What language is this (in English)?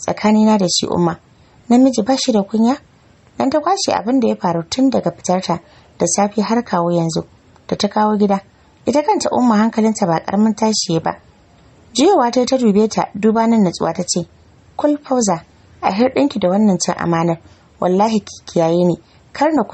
Hausa